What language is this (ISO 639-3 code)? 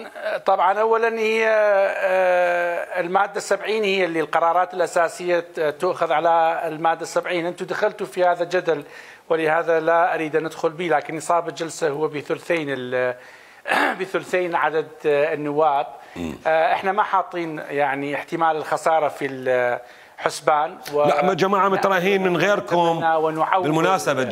acm